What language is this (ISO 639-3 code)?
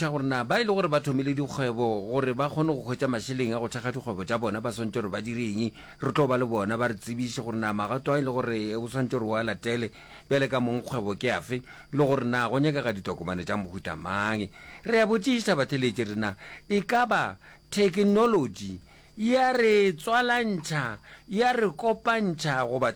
nso